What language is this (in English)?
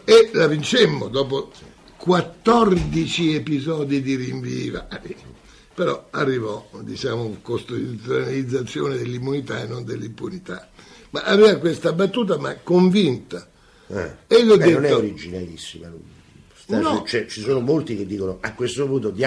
Italian